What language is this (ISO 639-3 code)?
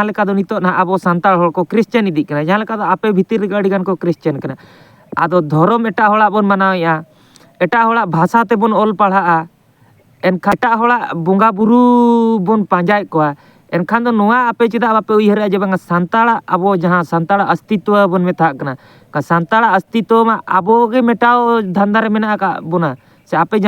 sat